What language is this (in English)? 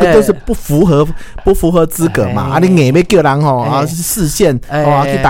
Min Nan Chinese